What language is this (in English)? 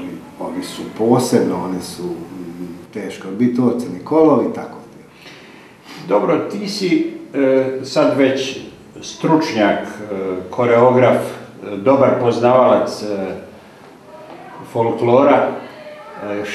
Bosnian